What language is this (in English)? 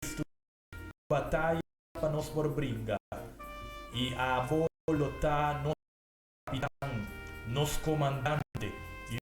Papiamento